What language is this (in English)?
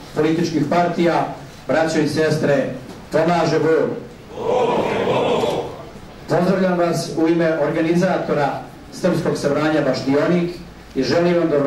Serbian